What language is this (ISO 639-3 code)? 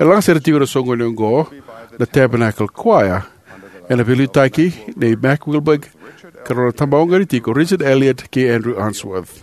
fij